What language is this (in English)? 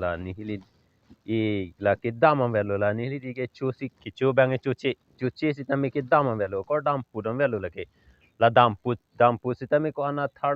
Karbi